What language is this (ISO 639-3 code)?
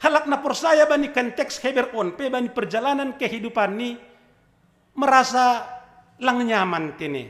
bts